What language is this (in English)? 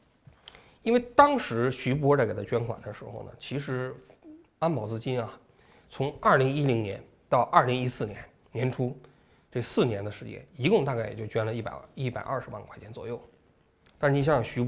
Chinese